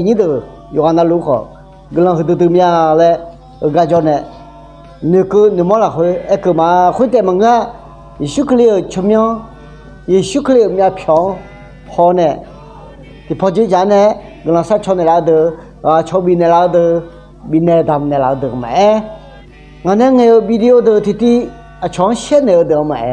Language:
Akha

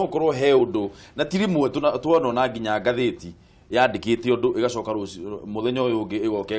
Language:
Kikuyu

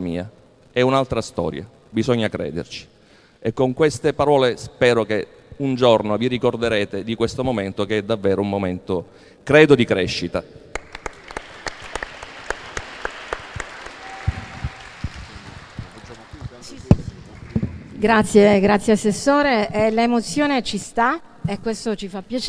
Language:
Italian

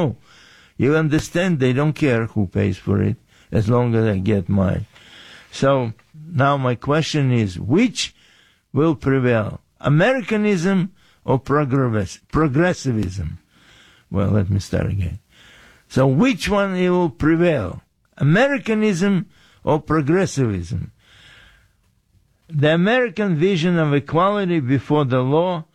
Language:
English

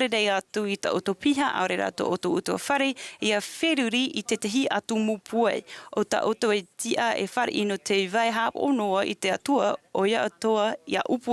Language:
Tahitian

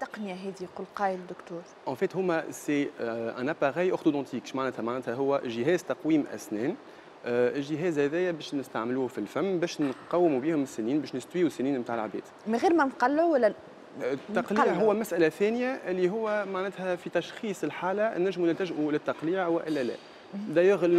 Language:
Tunisian Arabic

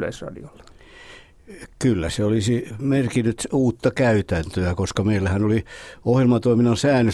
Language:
Finnish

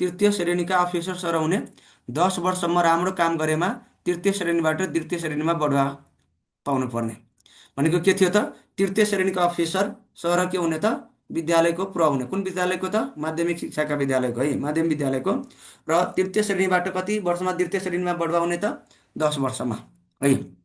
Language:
Nepali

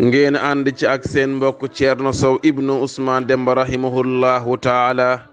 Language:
Wolof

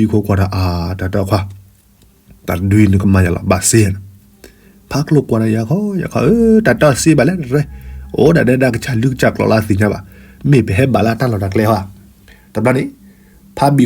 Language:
S'gaw Karen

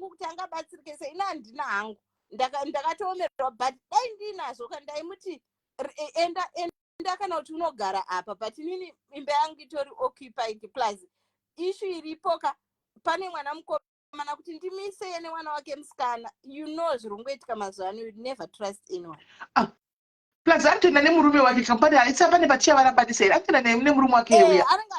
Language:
Shona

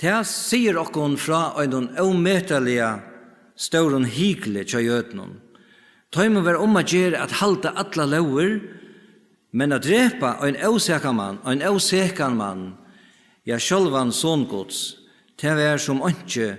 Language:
Faroese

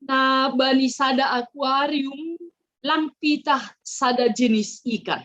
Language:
Batak Simalungun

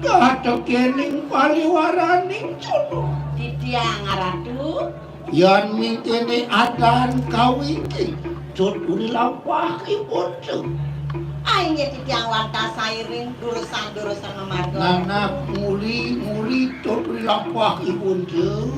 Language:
Balinese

